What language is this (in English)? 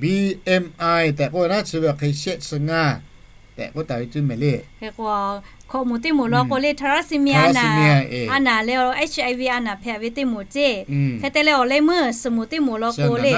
Lahu